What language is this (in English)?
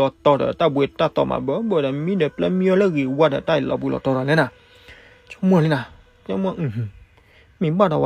S'gaw Karen